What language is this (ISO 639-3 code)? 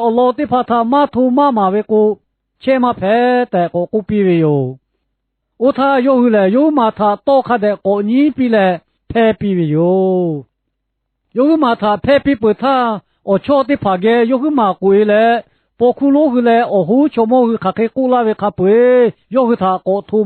lhu